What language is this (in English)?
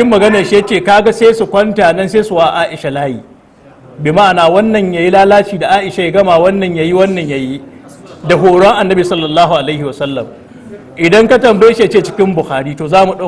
Hausa